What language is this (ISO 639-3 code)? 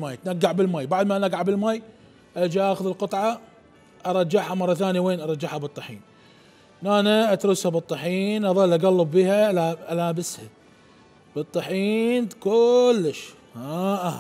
acm